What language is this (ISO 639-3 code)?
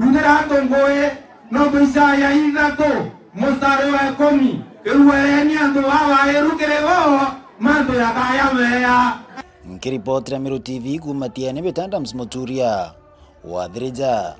mer